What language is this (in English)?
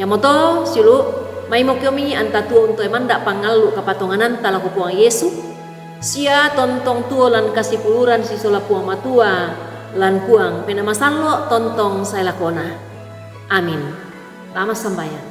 Toraja-Sa'dan